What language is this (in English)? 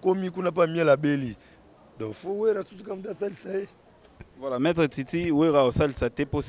Lingala